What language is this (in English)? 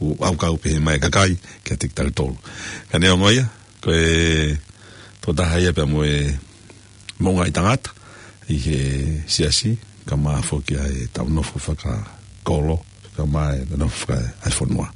Tongan